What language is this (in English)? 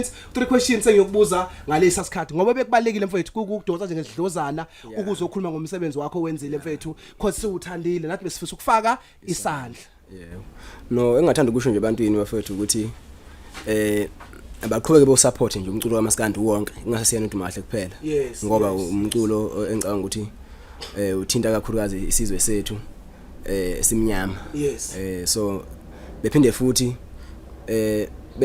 Zulu